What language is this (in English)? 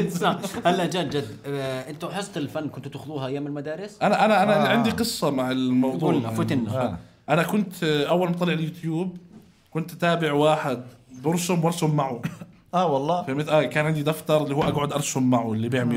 North Levantine Arabic